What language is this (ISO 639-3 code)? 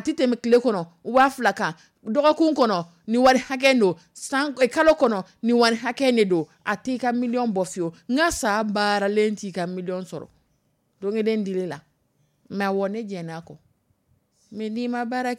dyu